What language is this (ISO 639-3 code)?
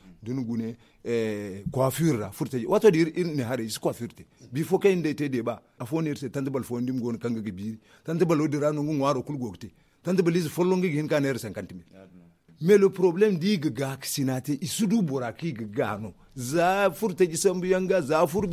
dje